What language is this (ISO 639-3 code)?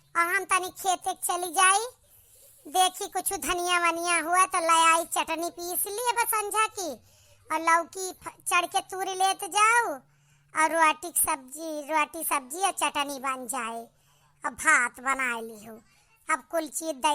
awa